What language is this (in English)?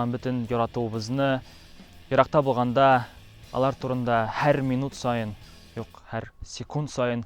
Tatar